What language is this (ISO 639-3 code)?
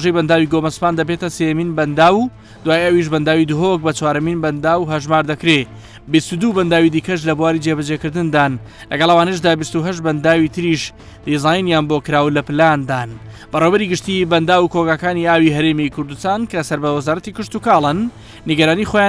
ckb